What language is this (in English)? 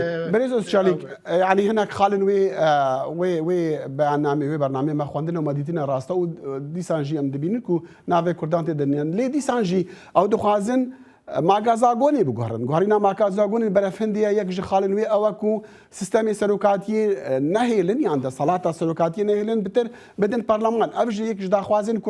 Kurdish